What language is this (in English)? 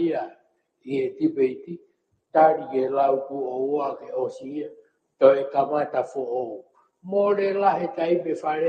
Tongan